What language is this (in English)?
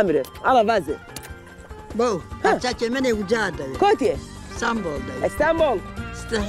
Zaza